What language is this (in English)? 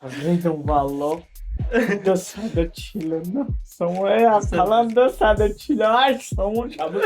Tajik